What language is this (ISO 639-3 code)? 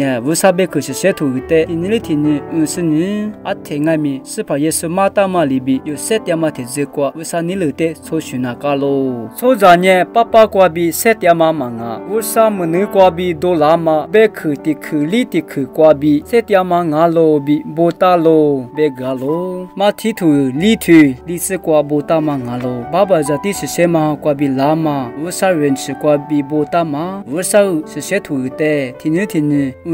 lis